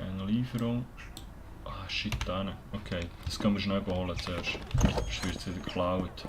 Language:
Swiss German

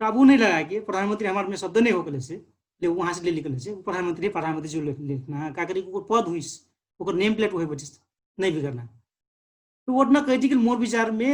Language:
Dangaura Tharu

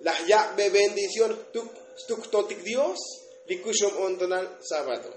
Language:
Tzotzil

